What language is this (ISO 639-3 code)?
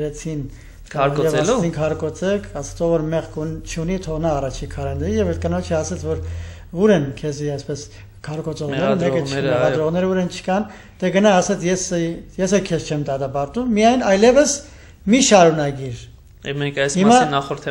hye